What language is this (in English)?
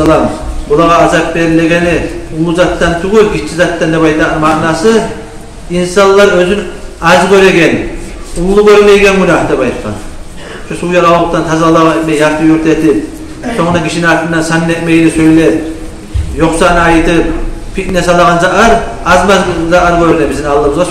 Kumyk